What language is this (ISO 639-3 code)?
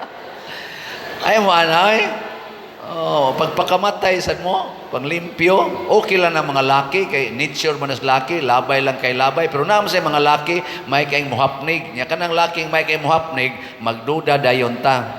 ceb